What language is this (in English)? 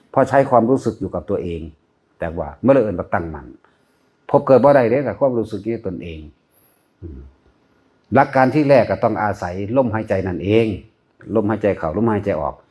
Northeastern Thai